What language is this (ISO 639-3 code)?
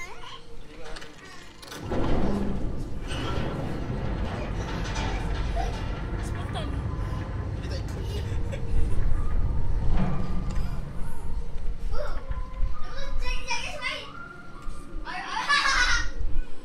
msa